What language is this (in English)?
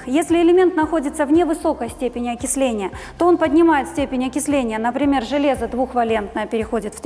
Russian